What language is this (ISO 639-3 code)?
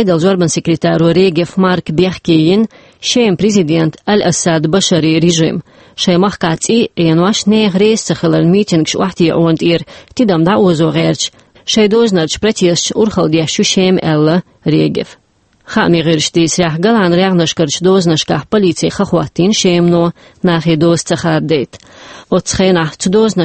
che